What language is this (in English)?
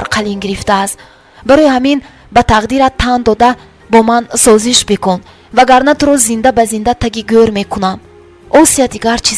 Tajik